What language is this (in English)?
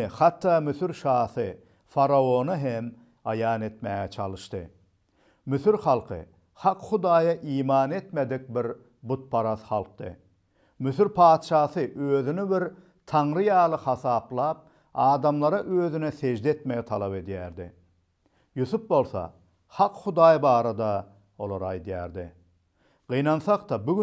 Turkmen